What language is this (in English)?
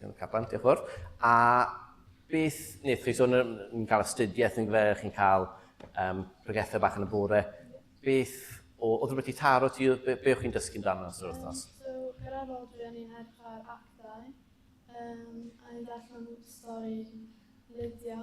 Welsh